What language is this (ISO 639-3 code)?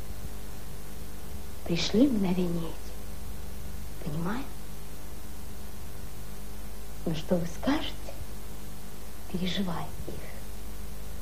rus